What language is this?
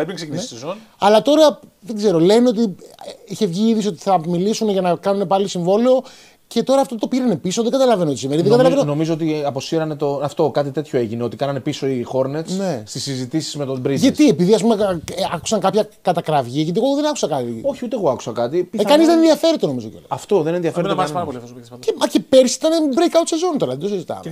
Greek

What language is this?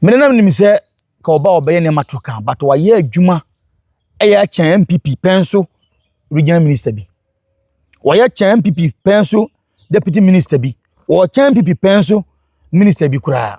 Akan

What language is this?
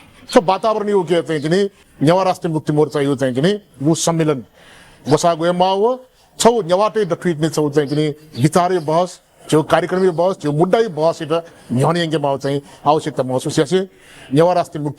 Newari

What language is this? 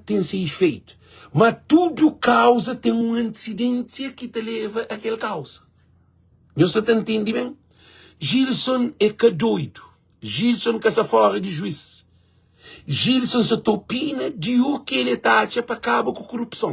Kabuverdianu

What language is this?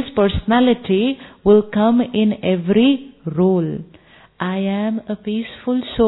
Hindi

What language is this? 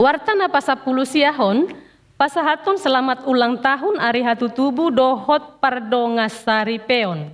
Batak Toba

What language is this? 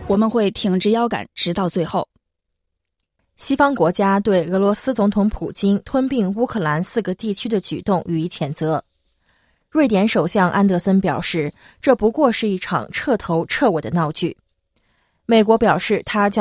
Chinese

